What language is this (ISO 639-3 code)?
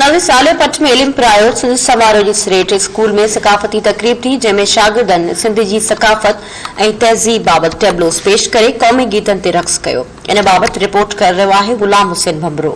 snd